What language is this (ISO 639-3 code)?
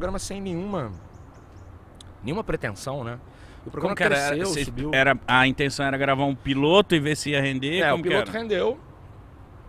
por